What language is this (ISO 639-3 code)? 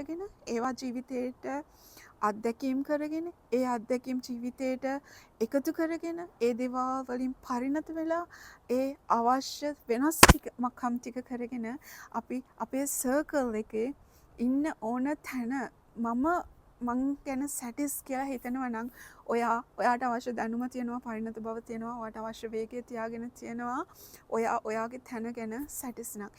sin